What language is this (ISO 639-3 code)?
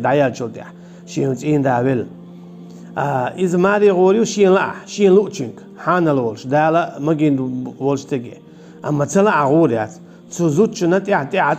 che